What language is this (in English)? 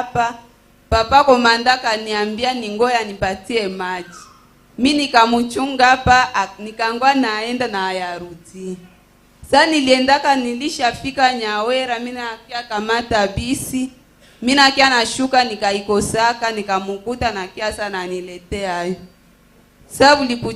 Swahili